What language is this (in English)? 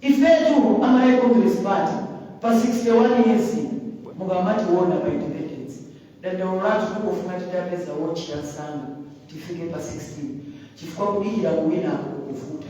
Nyanja